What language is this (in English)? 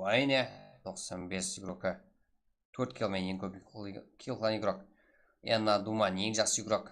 Kara-Kalpak